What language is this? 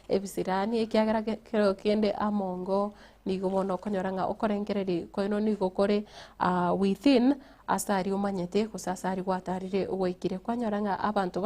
Gusii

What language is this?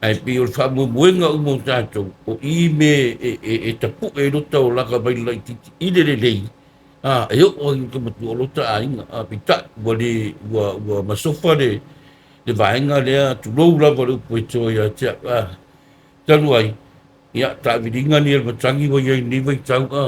Samoan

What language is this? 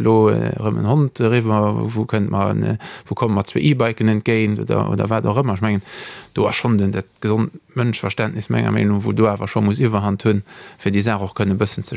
Luxembourgish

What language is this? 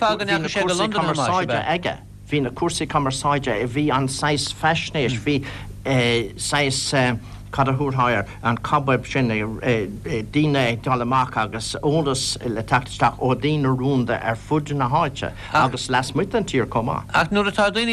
Irish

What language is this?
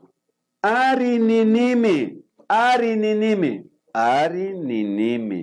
Imbabura Highland Quichua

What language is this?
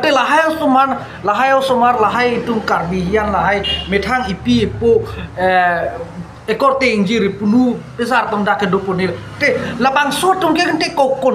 Karbi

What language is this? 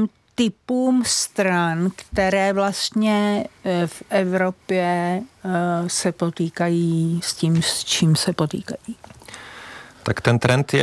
Czech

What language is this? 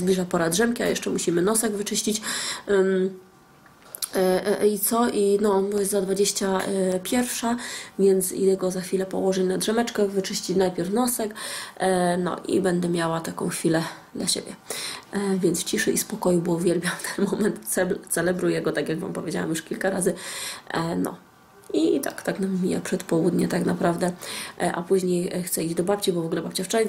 Polish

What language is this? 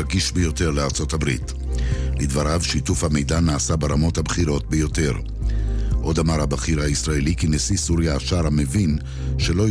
Hebrew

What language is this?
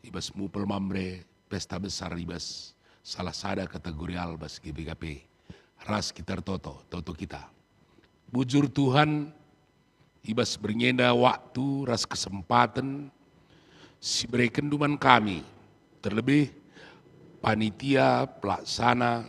Batak Karo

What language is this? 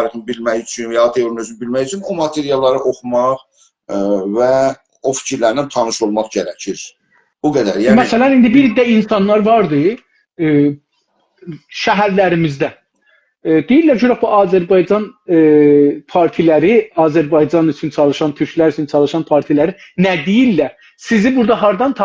South Azerbaijani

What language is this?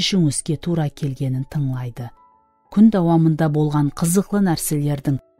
Kara-Kalpak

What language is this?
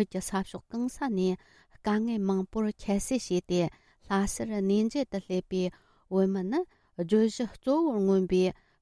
Tibetan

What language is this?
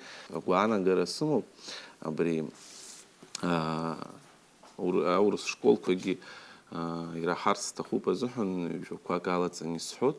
Abkhazian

